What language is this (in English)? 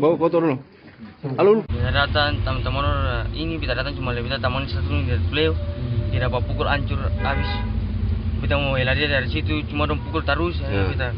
Ambonese Malay